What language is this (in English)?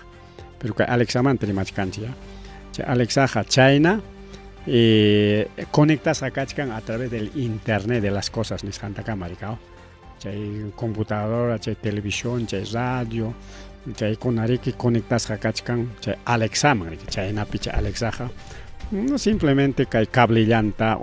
Ayacucho Quechua